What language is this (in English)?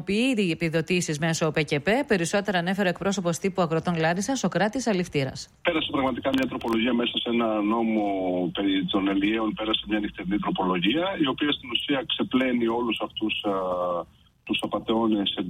Greek